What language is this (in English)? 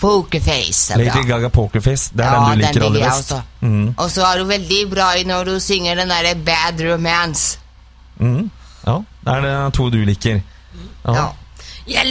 Norwegian